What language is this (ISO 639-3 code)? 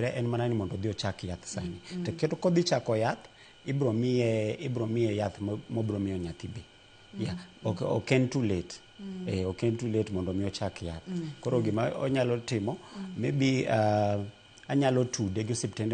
luo